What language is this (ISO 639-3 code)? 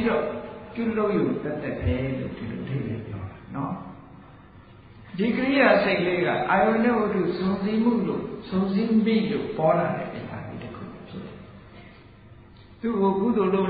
mya